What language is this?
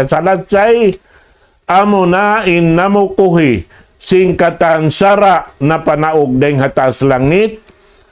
Tausug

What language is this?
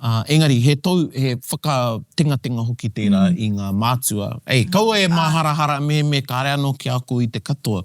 Māori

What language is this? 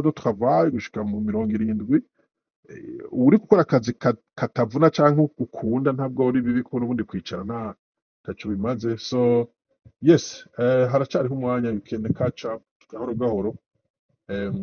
Rundi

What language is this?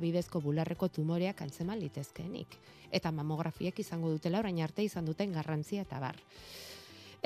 Basque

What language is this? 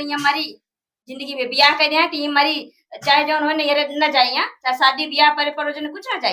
Awadhi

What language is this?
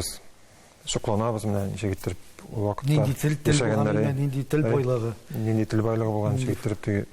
Tatar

